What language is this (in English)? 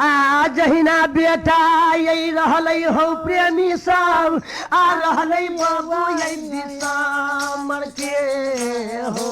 Maithili